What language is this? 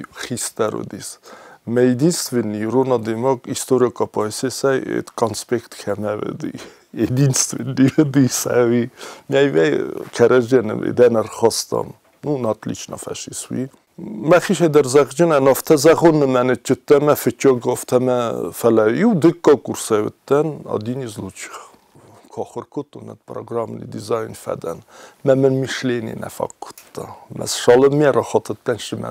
Ossetic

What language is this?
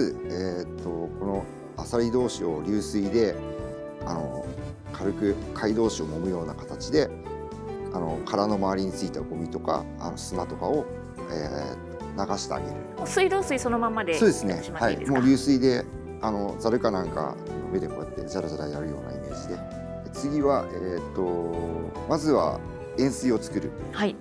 Japanese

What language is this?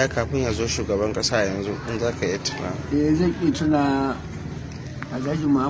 Hausa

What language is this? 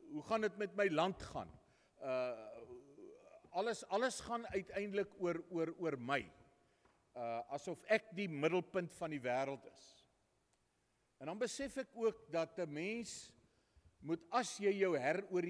Afrikaans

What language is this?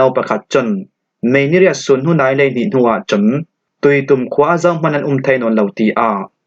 Falam Chin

